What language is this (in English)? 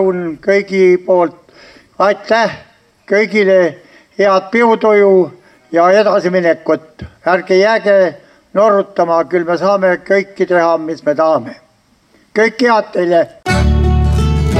Estonian